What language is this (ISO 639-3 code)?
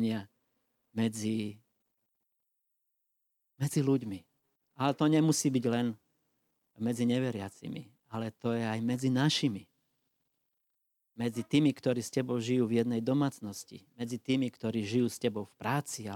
slk